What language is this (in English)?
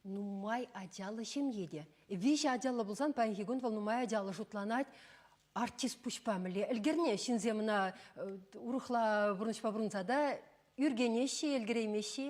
Chuvash